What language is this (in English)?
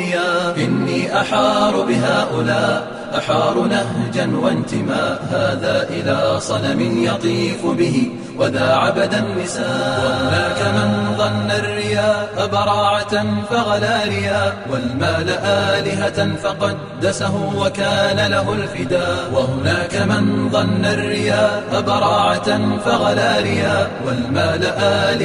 Arabic